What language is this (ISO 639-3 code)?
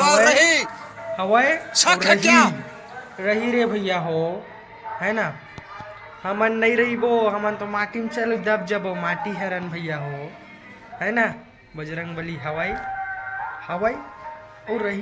hne